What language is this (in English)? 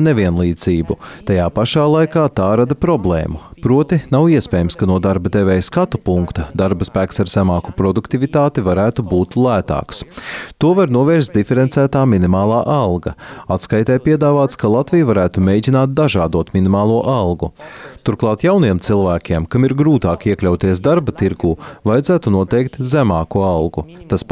Latvian